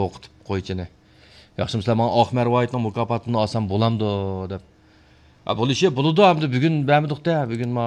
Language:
Uyghur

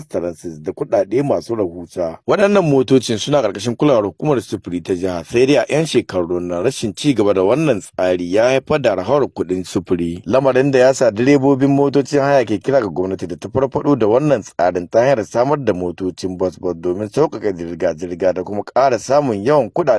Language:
Hausa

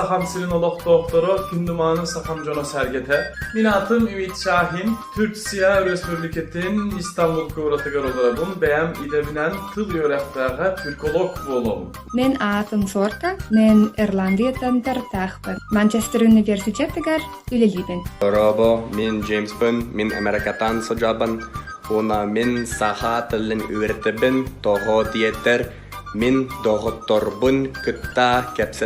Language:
Yakut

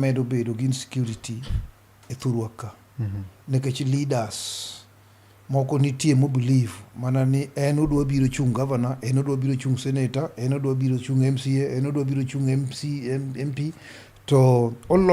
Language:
Luo (Kenya and Tanzania)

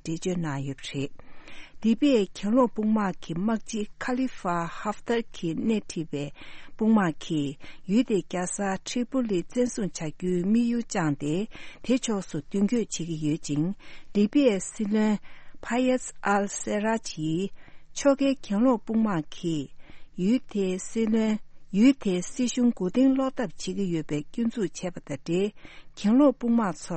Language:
Tibetan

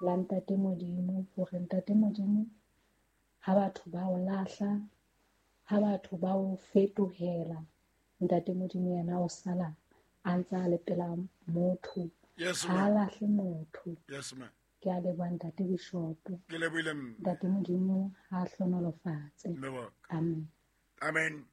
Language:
Southern Sotho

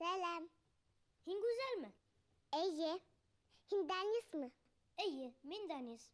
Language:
Bashkir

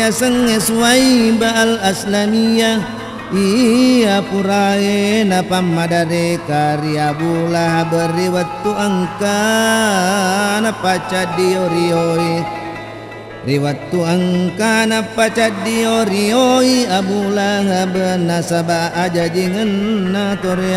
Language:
Buginese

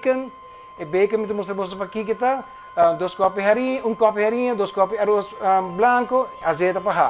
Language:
Papiamento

